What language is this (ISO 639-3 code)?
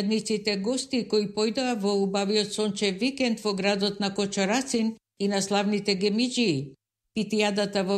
mkd